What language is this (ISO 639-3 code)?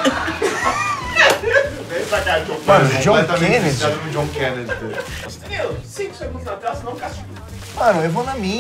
por